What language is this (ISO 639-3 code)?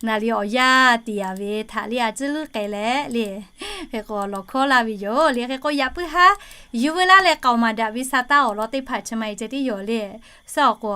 lhu